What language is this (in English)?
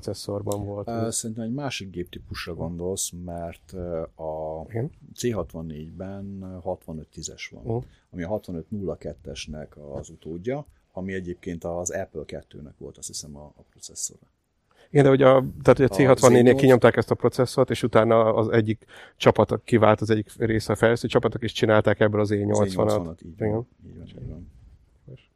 Hungarian